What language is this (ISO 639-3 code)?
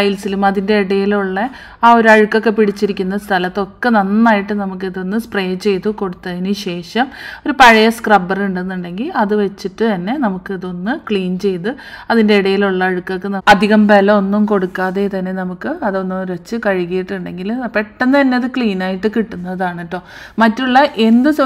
mal